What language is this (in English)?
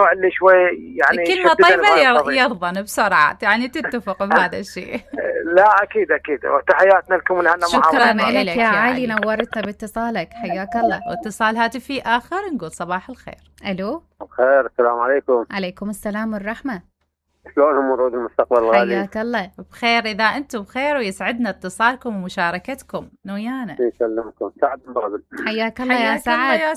Mesopotamian Arabic